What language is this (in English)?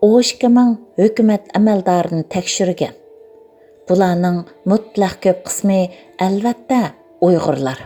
Uyghur